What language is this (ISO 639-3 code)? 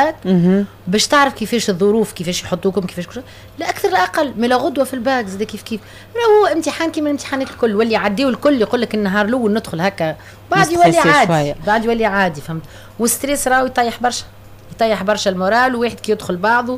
aeb